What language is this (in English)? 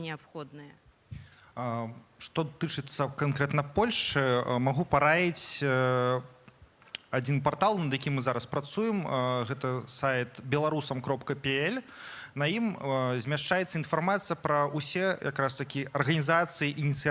Belarusian